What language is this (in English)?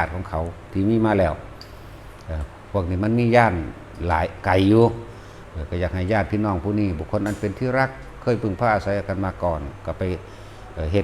Northeastern Thai